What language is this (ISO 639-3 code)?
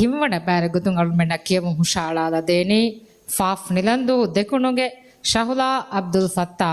div